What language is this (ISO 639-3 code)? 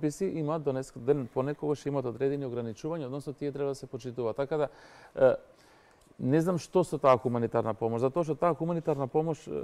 mkd